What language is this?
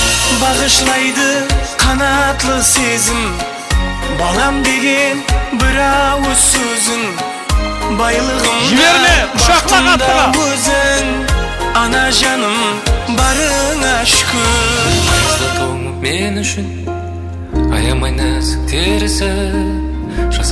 Kara-Kalpak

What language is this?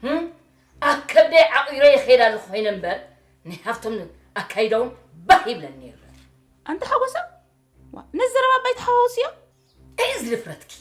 Tigrinya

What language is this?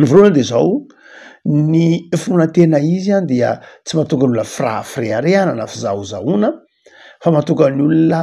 Malagasy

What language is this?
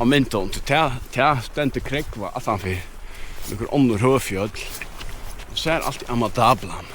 Faroese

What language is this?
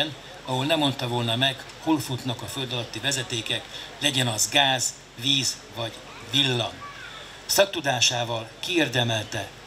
Hungarian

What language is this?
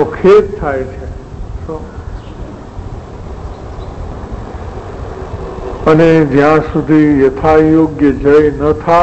Gujarati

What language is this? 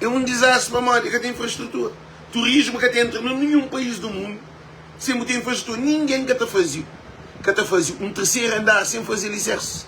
Kabuverdianu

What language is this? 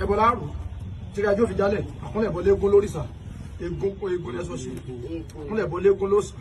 Yoruba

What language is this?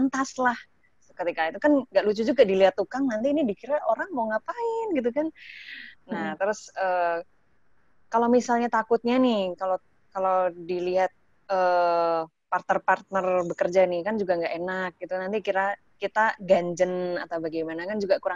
Indonesian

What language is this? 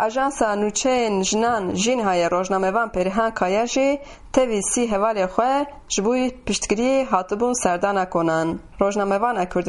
Kurdish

